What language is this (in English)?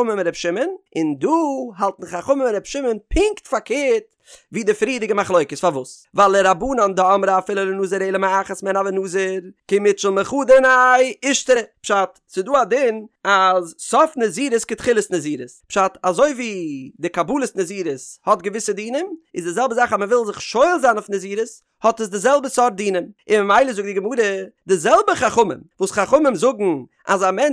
Yiddish